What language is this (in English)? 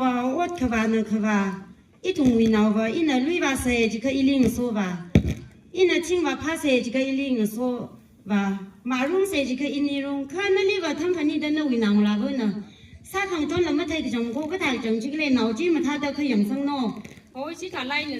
Tangkhul Naga (India)